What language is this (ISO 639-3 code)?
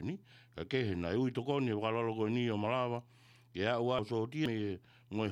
ton